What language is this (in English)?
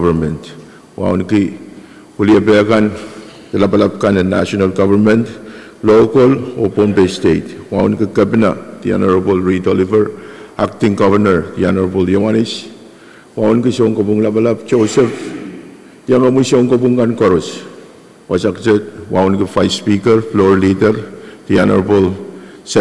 Pohnpeian